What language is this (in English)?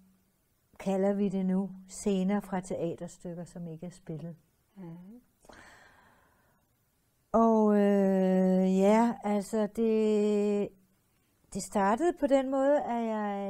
Danish